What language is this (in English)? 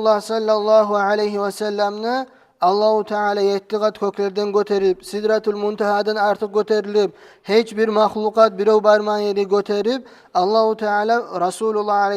Kumyk